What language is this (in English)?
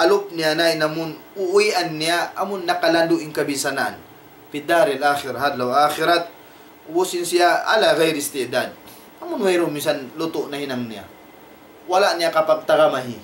Tausug